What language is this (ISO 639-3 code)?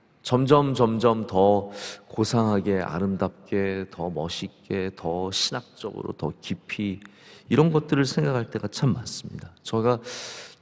kor